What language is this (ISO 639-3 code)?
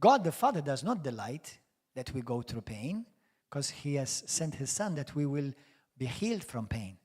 eng